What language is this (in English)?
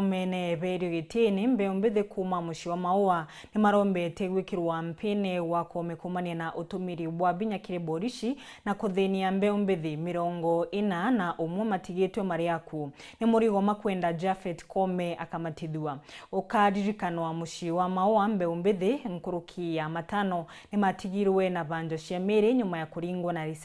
Meru